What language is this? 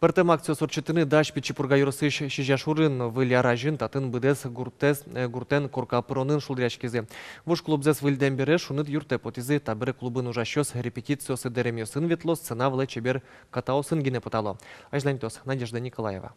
Udmurt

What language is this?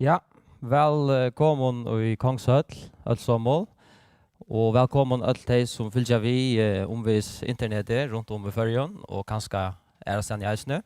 Faroese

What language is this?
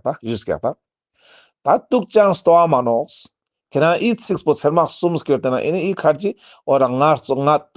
Ladakhi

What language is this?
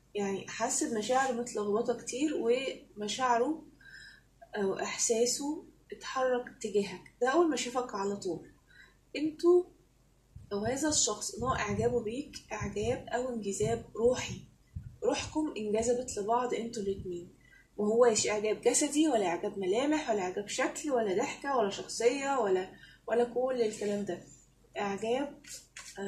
Egyptian Arabic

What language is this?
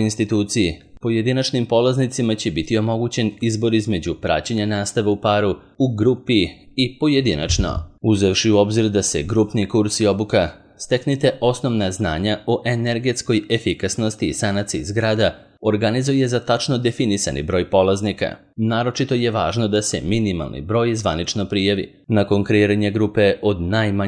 Serbian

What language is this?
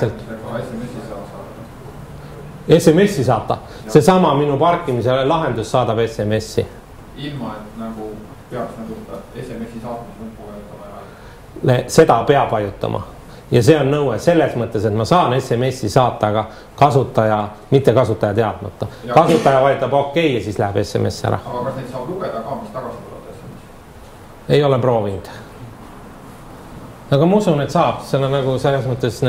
Estonian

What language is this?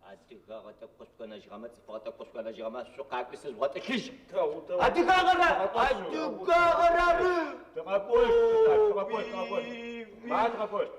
Adyghe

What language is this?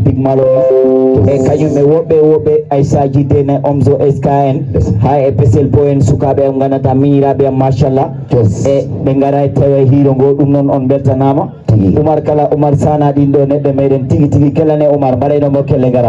Fula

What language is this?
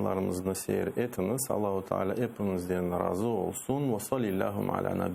Crimean Tatar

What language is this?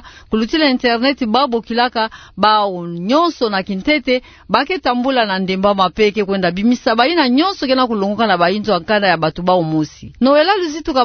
Kituba (Democratic Republic of Congo)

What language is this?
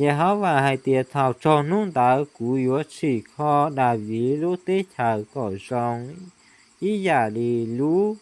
Hmong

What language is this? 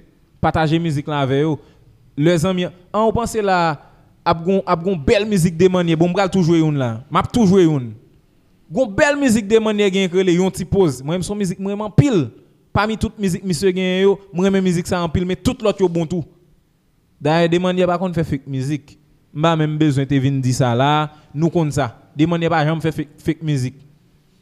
Haitian Creole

